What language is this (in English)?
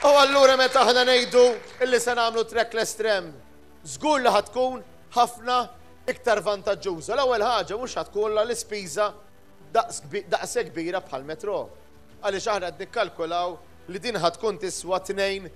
Maltese